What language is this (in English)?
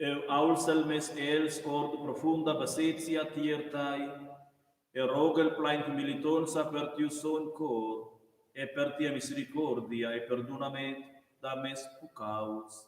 Romansh